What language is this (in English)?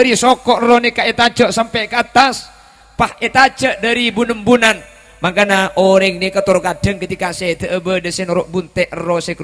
Madurese